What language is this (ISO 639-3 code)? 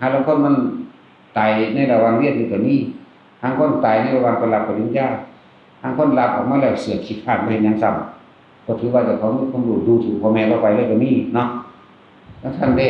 tts